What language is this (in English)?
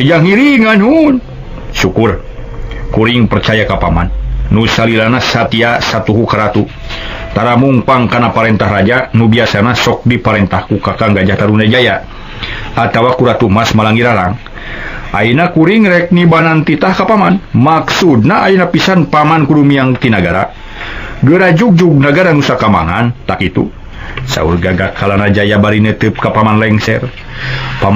Sundanese